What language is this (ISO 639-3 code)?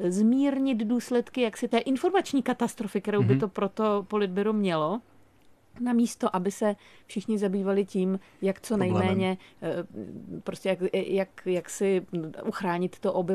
ces